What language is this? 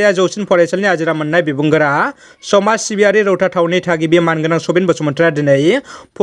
Bodo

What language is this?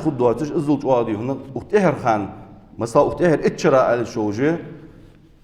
Ingush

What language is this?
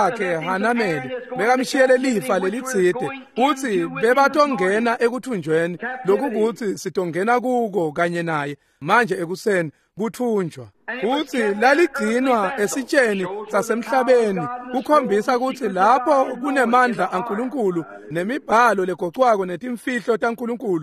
Swati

